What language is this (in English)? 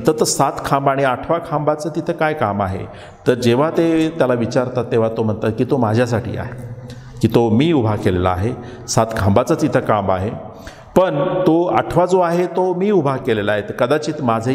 Marathi